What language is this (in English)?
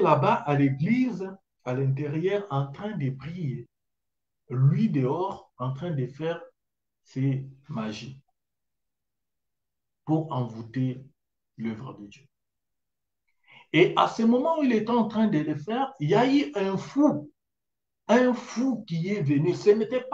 French